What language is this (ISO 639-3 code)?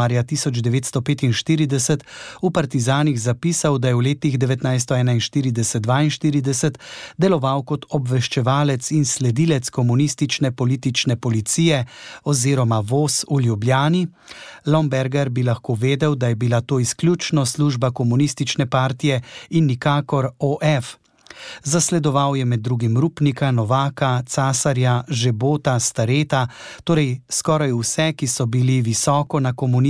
slv